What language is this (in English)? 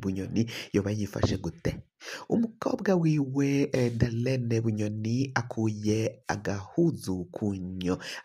Rundi